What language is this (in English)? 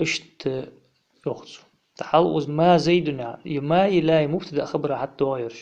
Ingush